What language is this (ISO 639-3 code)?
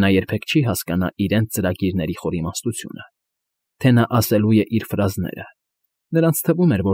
hye